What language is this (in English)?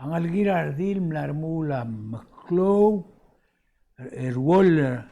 Palauan